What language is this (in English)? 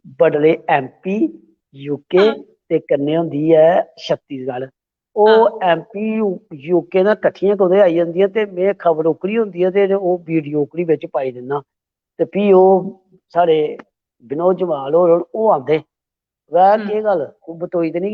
Dogri